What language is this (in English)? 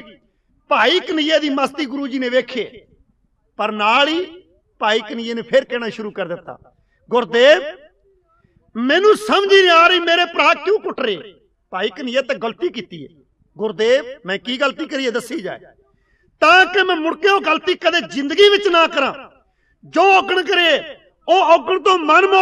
Punjabi